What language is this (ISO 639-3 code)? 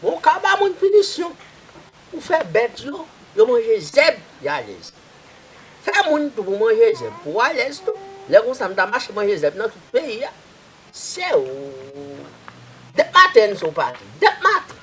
hat